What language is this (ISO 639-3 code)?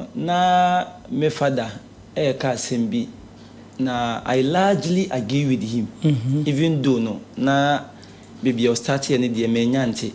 aka